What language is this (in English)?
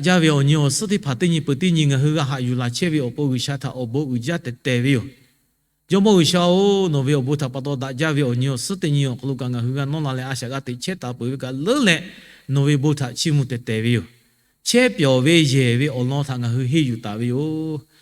Lahu